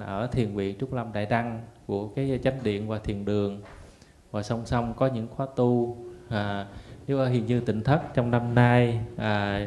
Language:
Vietnamese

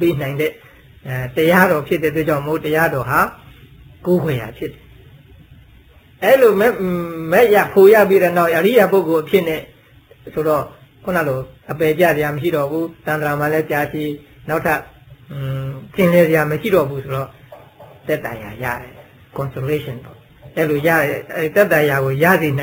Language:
Burmese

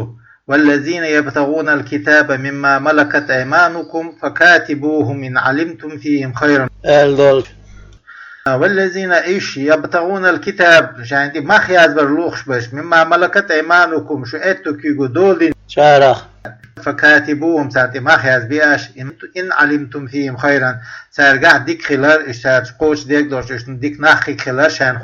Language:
Chechen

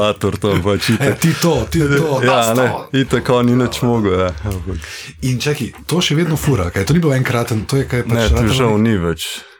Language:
Slovenian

